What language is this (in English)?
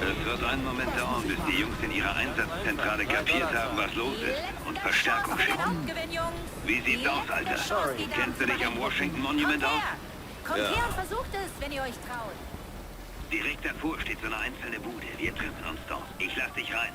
Bavarian